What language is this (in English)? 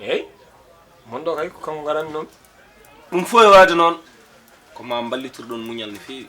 Fula